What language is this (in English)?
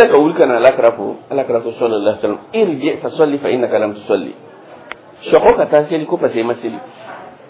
Dyula